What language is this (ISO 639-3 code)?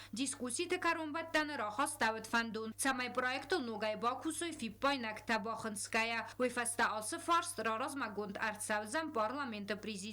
oss